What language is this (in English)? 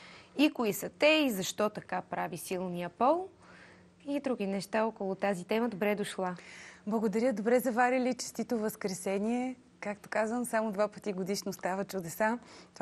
Bulgarian